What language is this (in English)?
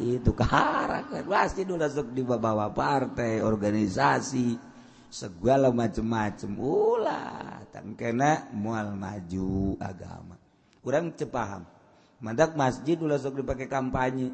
Sundanese